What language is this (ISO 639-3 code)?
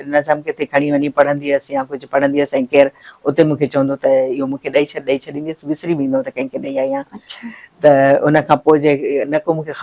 snd